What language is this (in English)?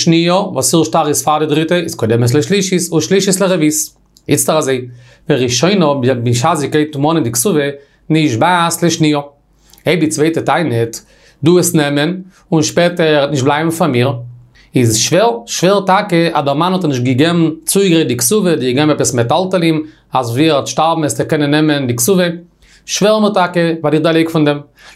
Yiddish